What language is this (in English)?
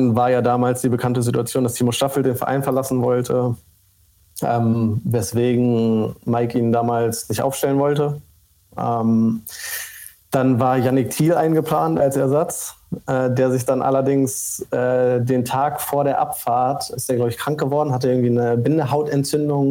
German